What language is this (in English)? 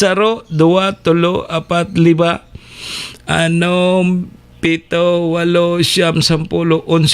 Bikol